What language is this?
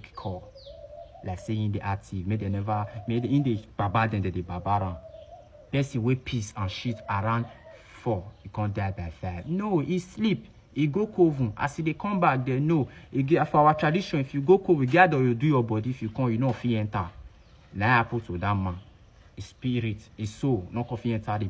Nigerian Pidgin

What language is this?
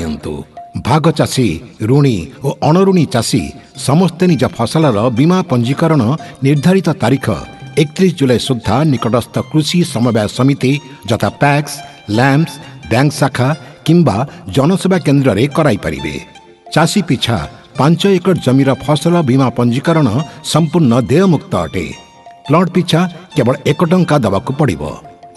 Odia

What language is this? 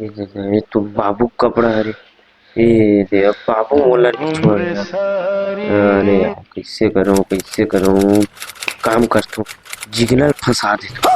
Chhattisgarhi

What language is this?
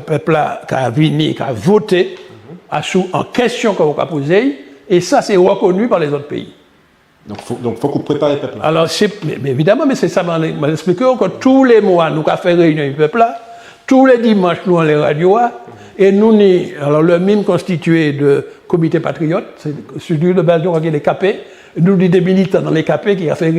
Guadeloupean Creole French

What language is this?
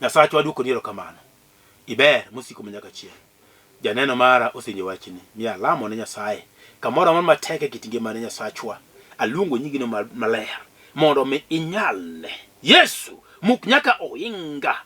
Luo (Kenya and Tanzania)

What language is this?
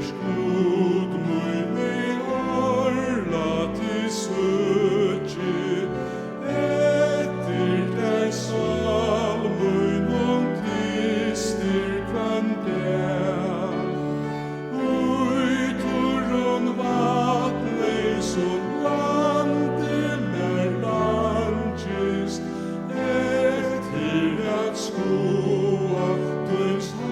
Faroese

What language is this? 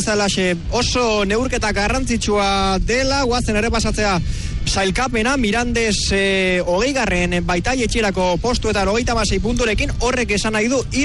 Basque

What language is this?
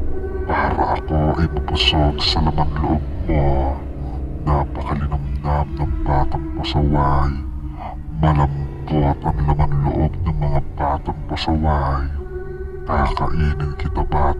Filipino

